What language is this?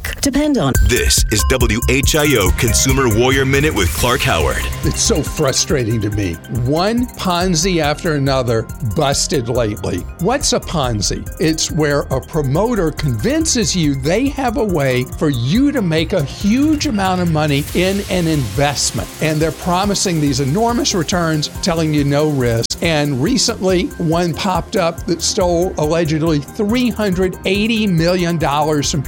English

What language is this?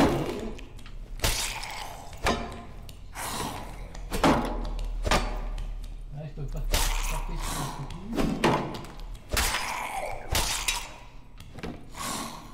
French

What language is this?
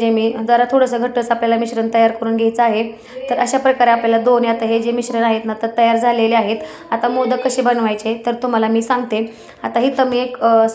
Marathi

